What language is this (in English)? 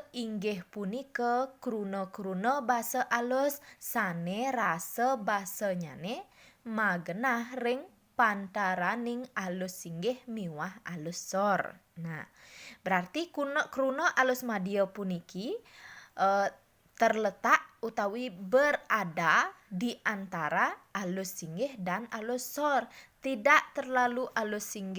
Balinese